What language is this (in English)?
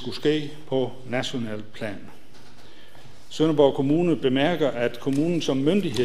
Danish